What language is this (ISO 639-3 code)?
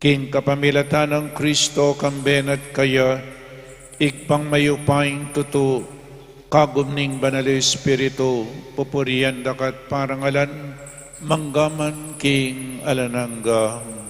pam